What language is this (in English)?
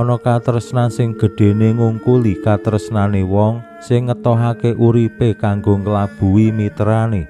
Javanese